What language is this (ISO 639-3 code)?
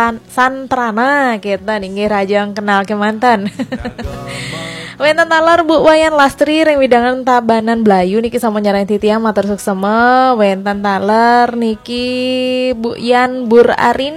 ban